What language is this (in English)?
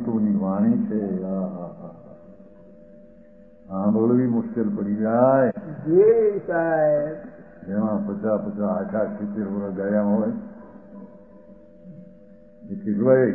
Gujarati